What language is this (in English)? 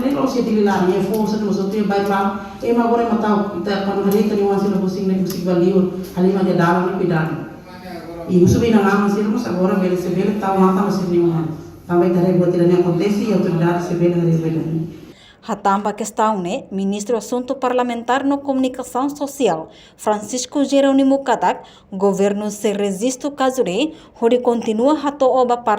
Tetum